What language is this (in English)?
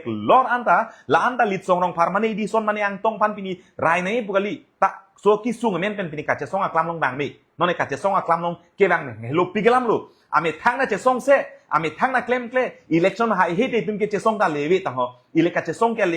Karbi